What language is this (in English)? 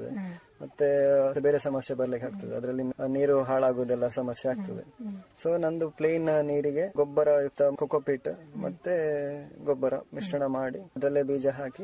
Kannada